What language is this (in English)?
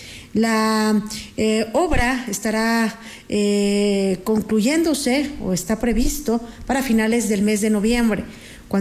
Spanish